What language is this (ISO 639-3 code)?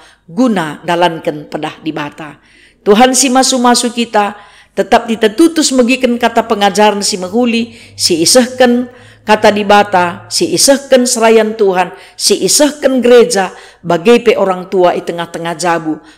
btx